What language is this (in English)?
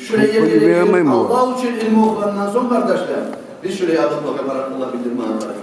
Kumyk